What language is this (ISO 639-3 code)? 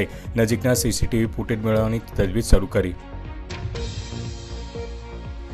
guj